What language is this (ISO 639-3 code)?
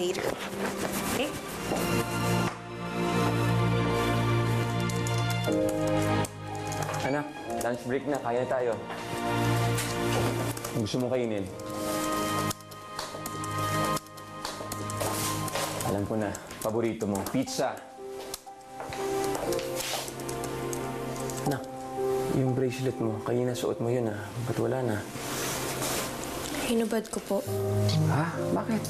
fil